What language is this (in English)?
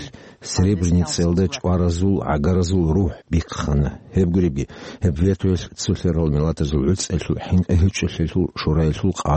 Avaric